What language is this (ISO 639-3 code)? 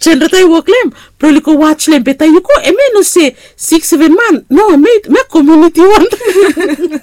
bis